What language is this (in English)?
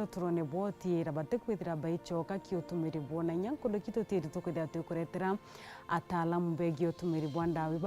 Meru